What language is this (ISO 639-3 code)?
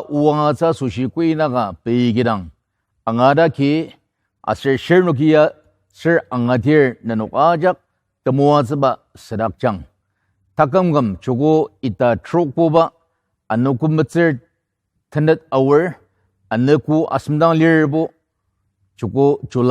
njo